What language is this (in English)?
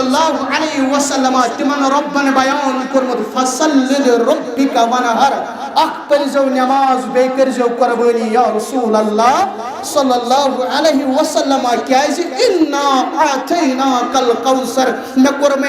Kashmiri